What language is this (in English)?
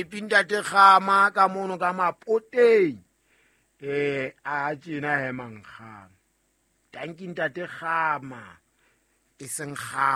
Southern Sotho